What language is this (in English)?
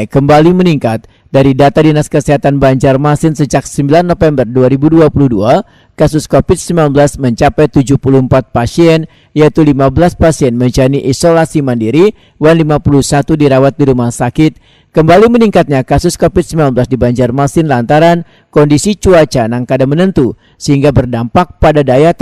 Banjar